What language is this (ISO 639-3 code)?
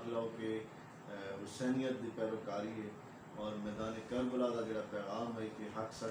skr